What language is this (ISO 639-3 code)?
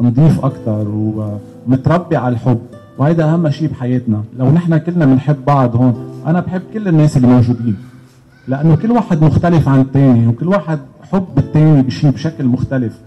apc